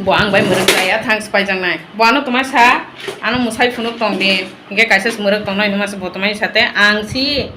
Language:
Kok Borok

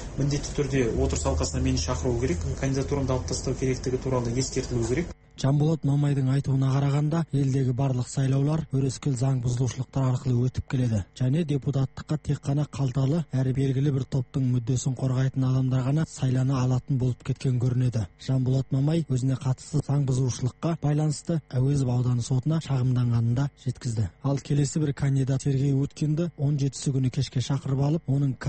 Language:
Kazakh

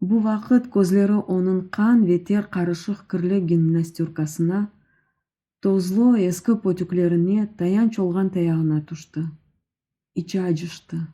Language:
Crimean Tatar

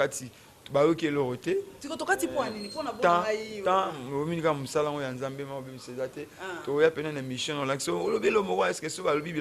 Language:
Lingala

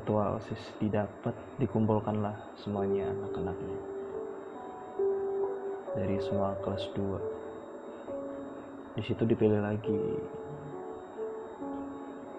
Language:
Indonesian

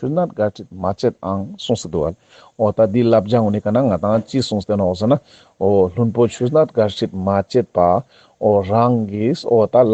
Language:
Ladakhi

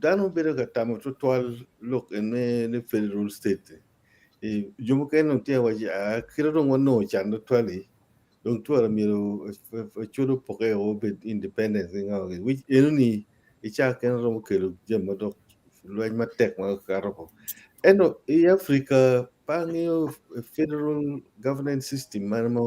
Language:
Acoli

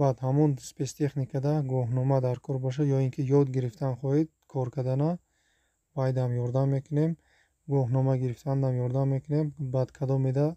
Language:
Tajik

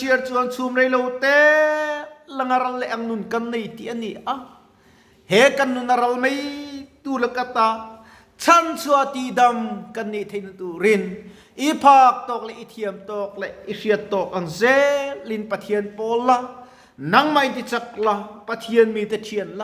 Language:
Mizo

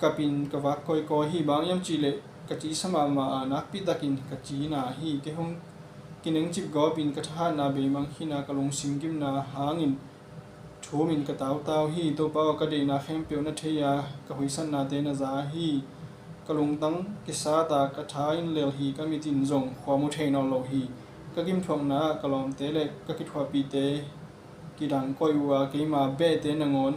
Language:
Tedim Chin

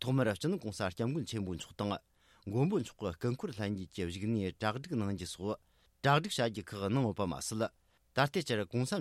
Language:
Tibetan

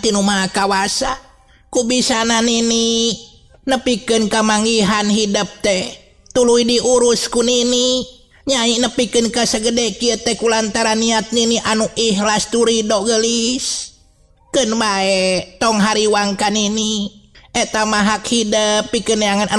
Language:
Sundanese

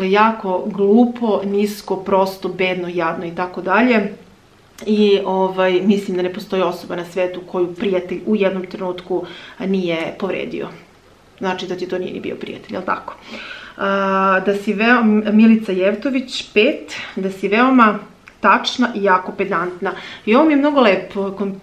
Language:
Serbian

